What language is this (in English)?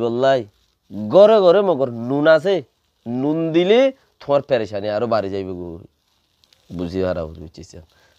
Rohingya